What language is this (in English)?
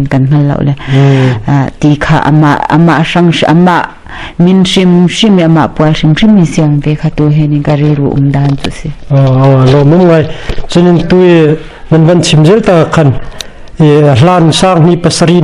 Hakha Chin